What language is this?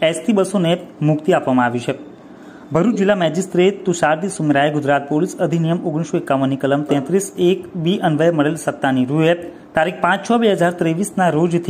Gujarati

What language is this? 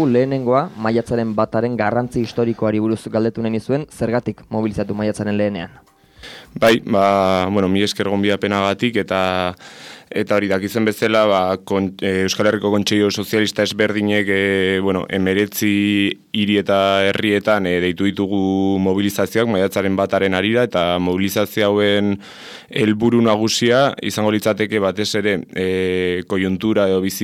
Basque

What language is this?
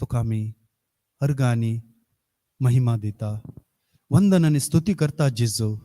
Konkani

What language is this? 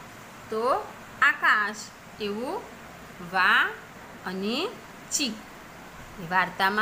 Gujarati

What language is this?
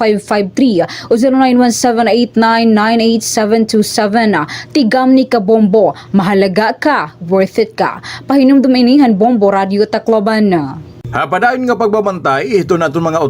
Waray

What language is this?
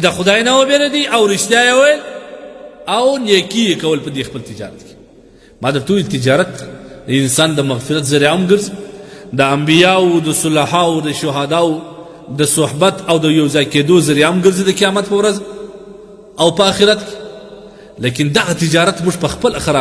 Pashto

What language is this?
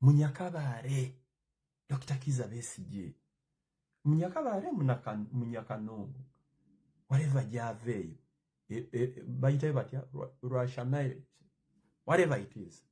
Ganda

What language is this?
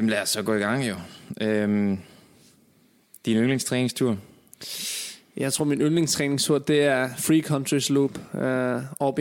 Danish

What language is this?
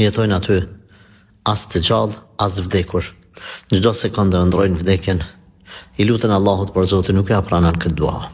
Albanian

